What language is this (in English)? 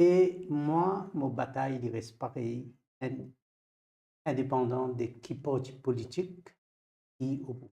Morisyen